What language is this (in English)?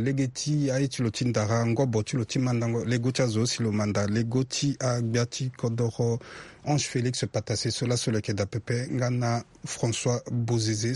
Sango